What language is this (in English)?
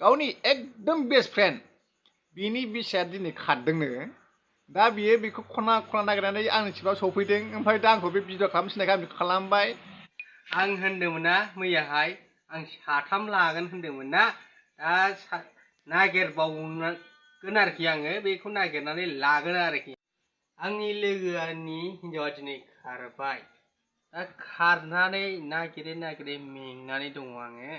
Bodo